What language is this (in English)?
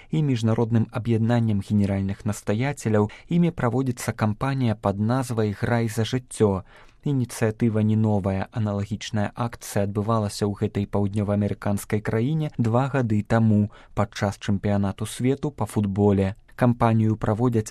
Belarusian